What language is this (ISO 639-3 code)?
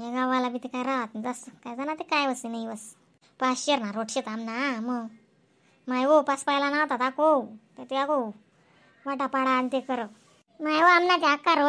khn